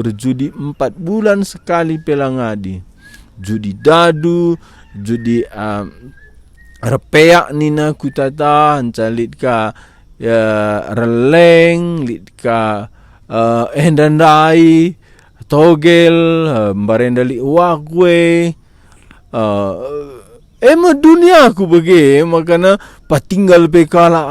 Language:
Batak Karo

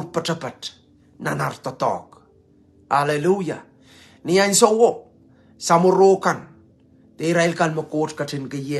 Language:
Pohnpeian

